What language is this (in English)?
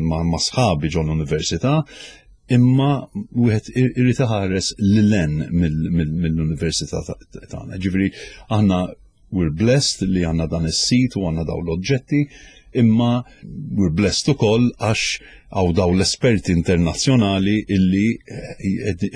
Maltese